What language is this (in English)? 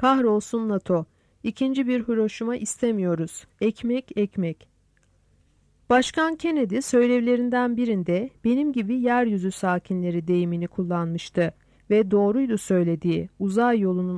Turkish